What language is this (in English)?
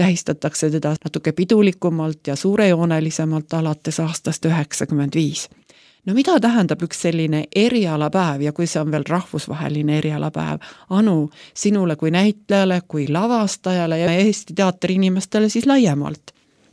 Estonian